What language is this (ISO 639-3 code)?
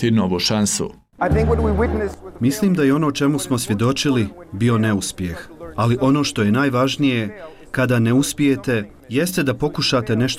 bos